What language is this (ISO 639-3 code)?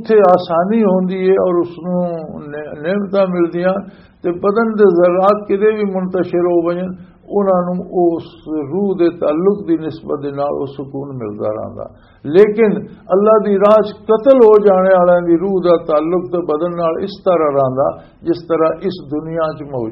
lah